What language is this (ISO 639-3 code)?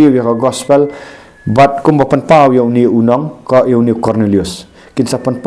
kha